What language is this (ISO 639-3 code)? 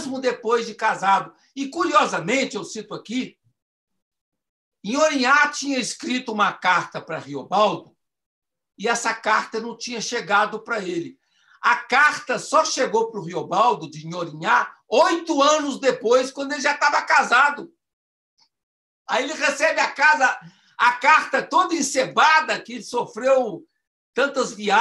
por